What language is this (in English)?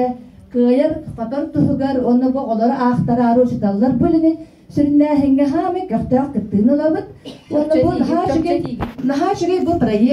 Yakut